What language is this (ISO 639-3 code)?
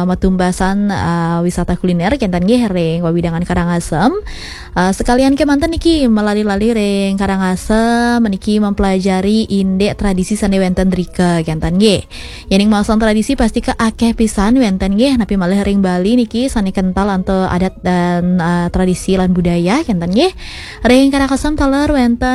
ban